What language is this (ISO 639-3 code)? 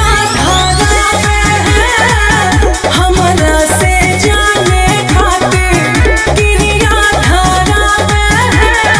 bho